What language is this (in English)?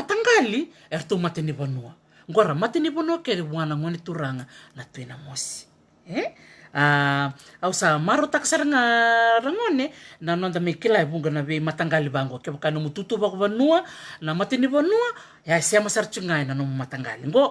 Fijian